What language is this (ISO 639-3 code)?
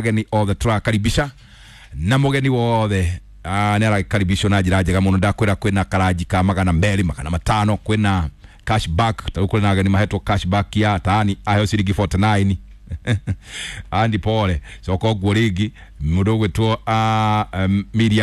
kik